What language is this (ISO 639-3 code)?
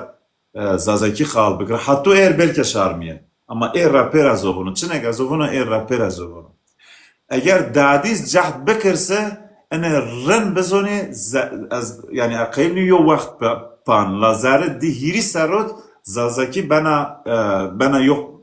zza